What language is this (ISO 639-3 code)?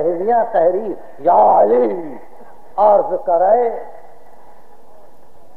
urd